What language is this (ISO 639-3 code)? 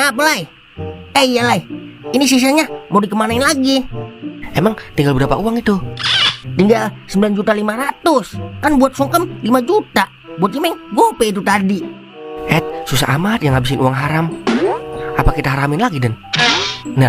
bew